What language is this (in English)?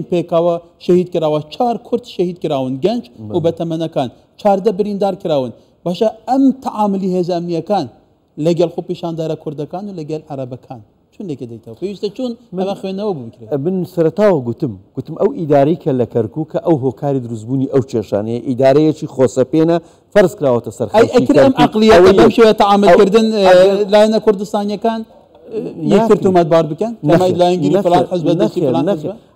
Central Kurdish